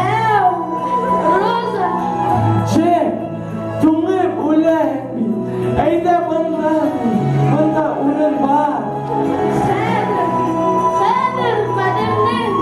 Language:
Bashkir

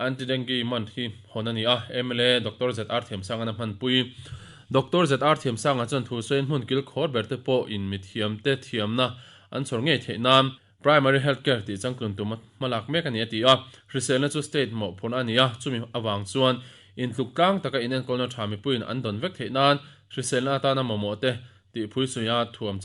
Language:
Mizo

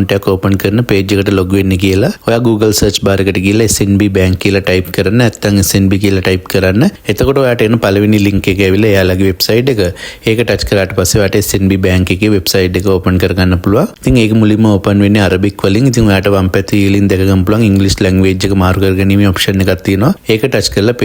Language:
Sinhala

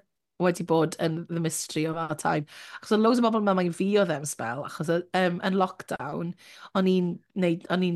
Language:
Welsh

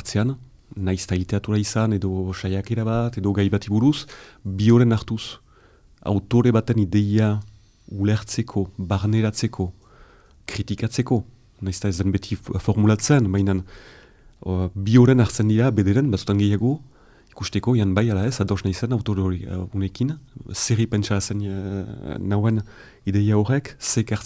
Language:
Basque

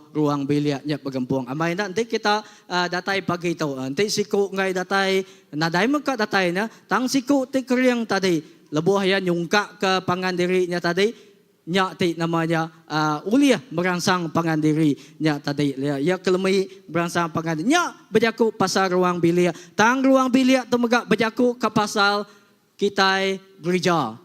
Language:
Iban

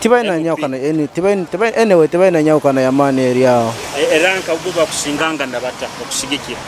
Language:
Nyoro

